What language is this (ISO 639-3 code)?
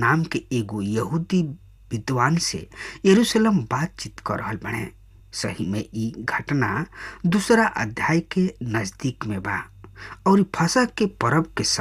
bho